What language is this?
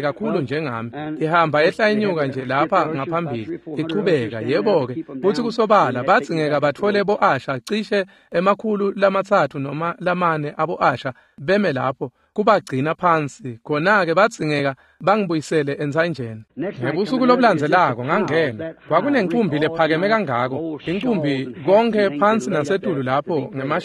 Swati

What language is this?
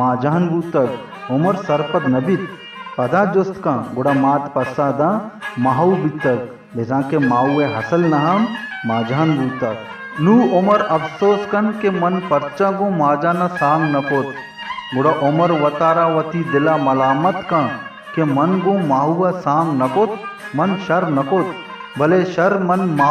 Baluchi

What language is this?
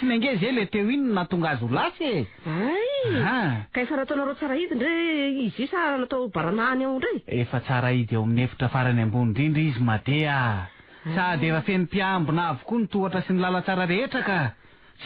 Malagasy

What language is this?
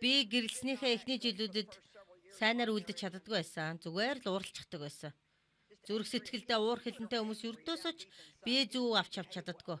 Mongolian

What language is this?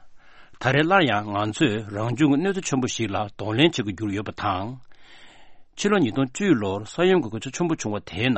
Tibetan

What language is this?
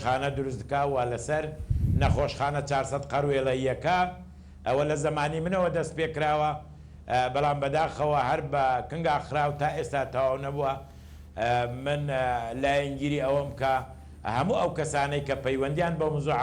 Central Kurdish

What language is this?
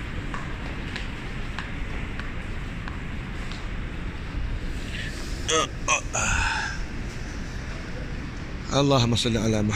Malay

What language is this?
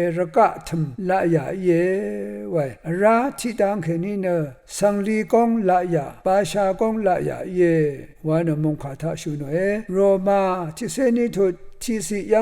Rawang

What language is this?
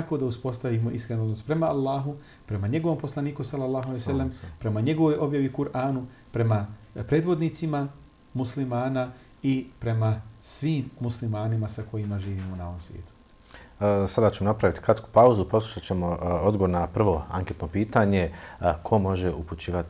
Bosnian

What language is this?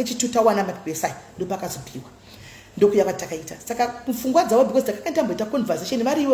Shona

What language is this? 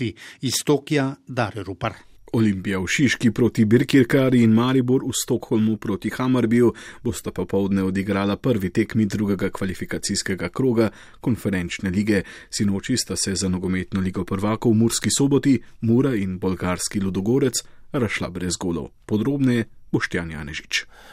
Slovenian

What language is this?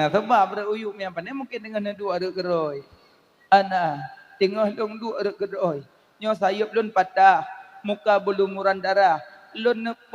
Achinese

